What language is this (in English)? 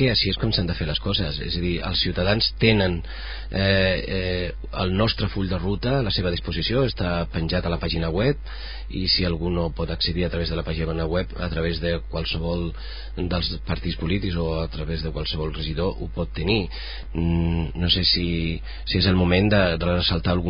Catalan